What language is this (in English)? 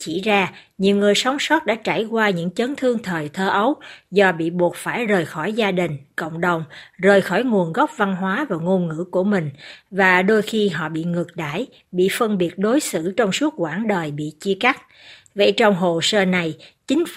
Vietnamese